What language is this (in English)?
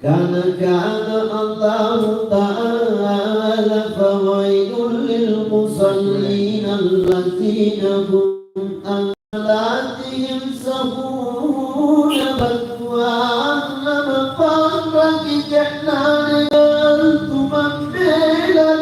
Makasar